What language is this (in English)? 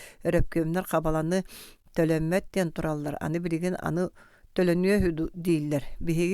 Yakut